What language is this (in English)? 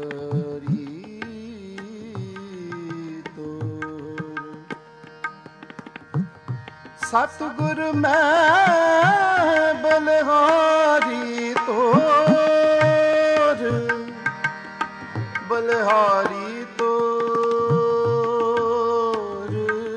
Punjabi